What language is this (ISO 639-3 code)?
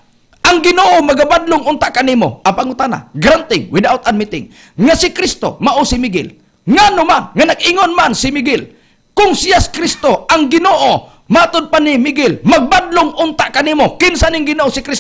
ceb